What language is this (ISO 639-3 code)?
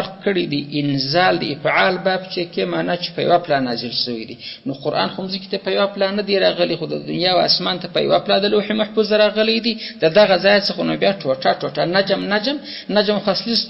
pus